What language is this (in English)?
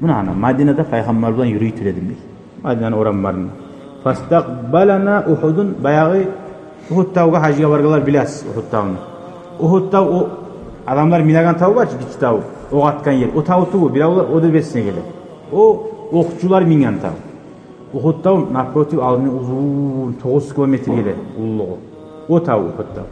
Kumyk